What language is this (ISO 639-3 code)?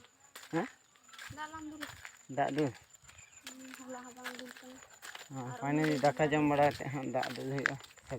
sat